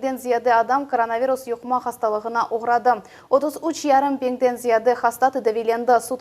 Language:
Crimean Tatar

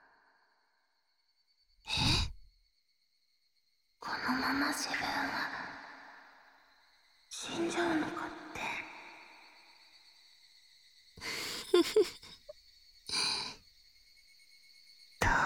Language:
Japanese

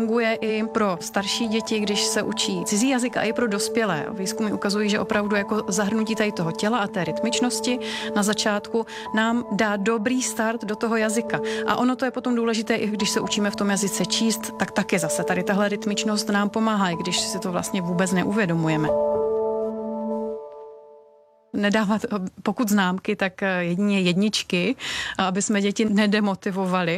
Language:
Czech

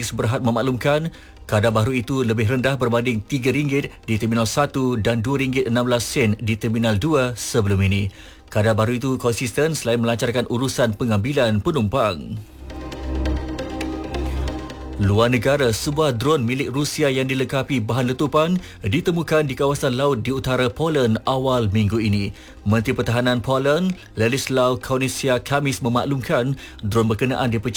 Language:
Malay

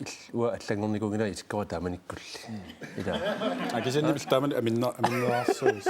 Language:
Kalaallisut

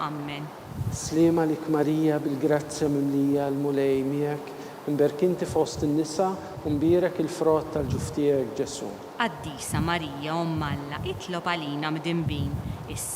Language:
Maltese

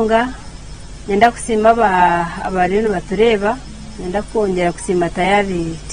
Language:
Nyankole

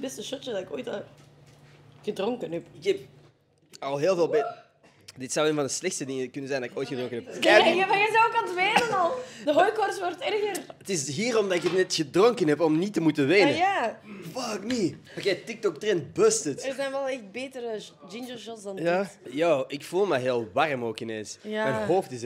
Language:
Dutch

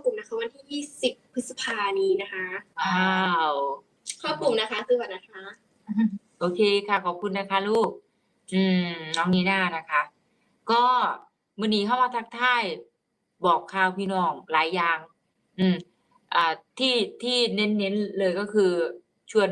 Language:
Northeastern Thai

